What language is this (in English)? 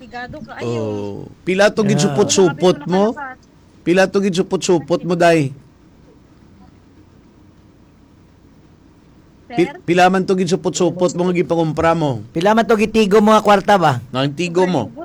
Hiligaynon